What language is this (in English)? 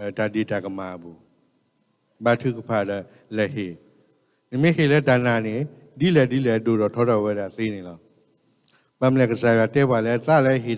S'gaw Karen